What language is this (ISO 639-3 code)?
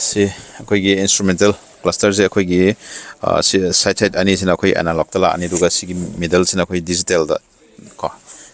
mni